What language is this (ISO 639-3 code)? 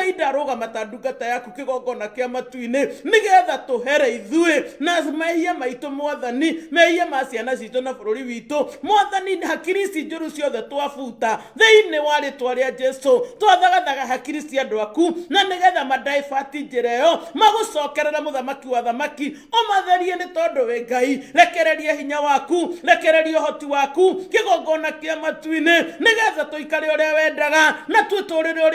kik